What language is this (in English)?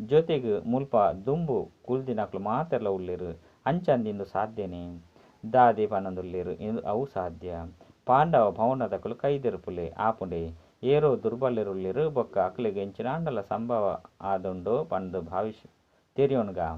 Tulu